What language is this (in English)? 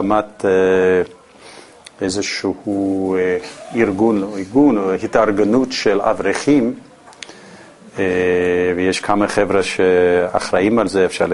Hebrew